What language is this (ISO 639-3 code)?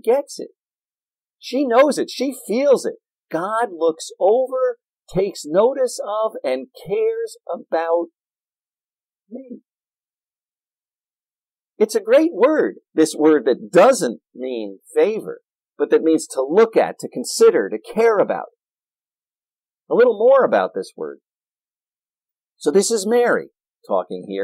eng